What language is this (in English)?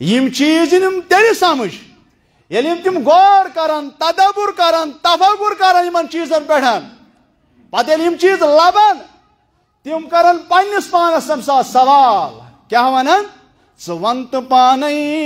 Kashmiri